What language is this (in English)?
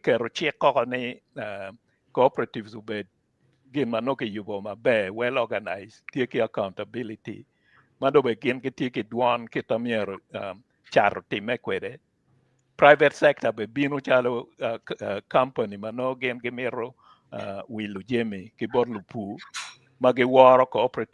Acoli